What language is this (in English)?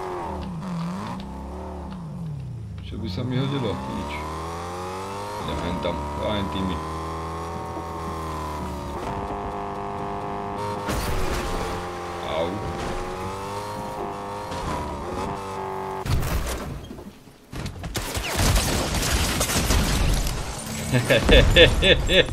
Slovak